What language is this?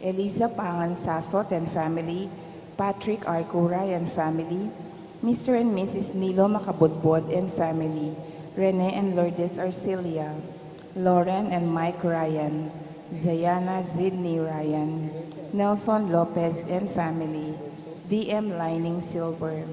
Pampanga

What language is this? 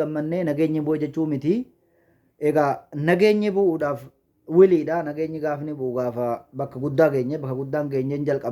Oromo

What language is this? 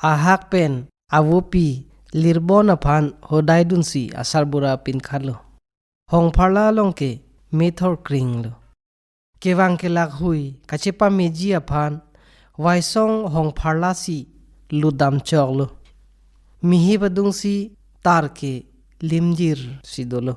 Karbi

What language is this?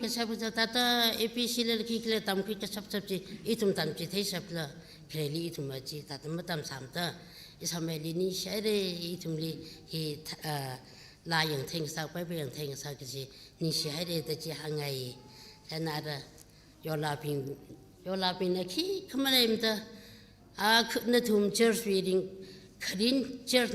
Tangkhul Naga (India)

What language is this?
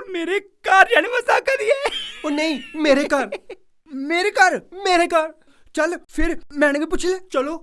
Dogri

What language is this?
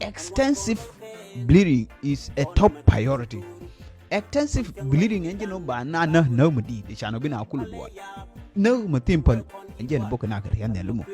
Nuer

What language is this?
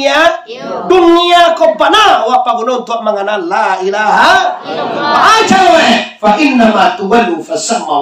Minangkabau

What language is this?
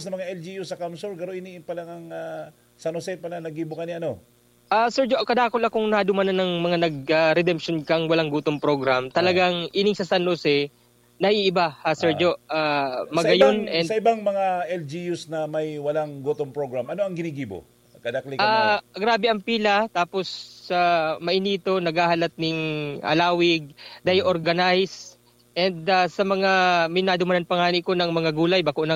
Bikol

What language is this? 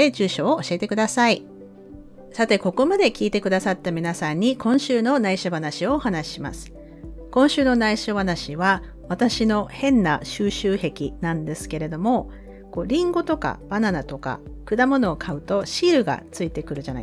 Japanese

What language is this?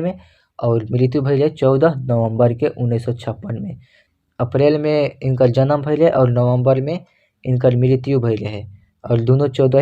Bhojpuri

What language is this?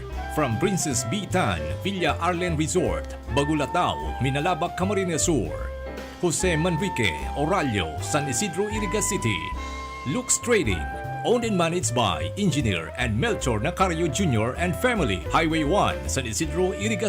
Bikol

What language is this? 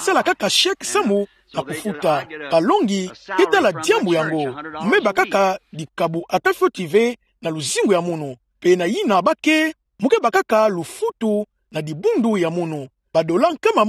Kituba (Democratic Republic of Congo)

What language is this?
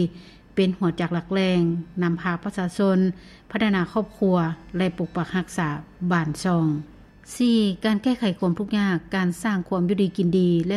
Lao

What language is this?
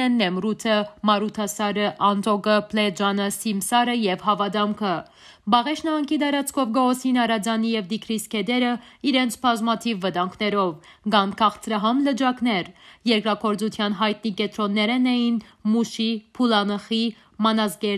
Western Armenian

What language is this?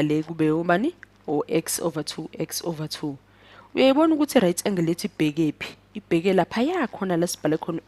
Zulu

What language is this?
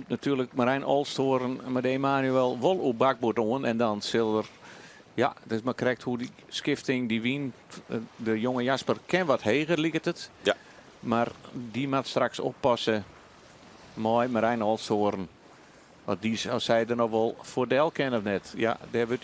Western Frisian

